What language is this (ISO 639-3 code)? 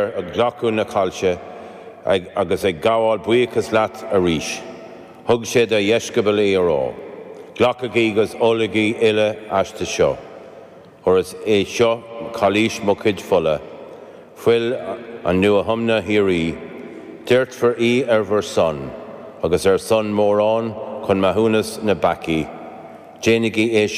gle